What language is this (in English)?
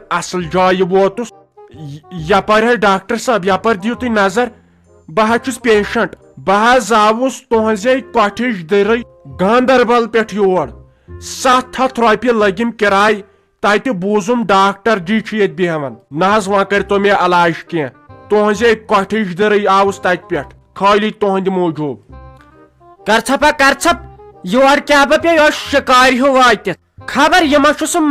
Kashmiri